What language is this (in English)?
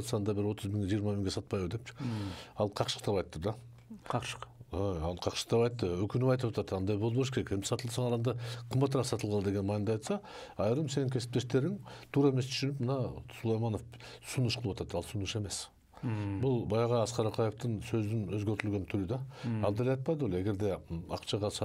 Kyrgyz